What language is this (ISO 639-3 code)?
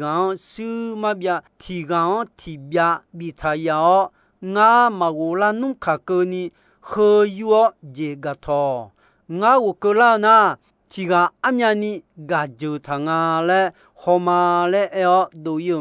ahk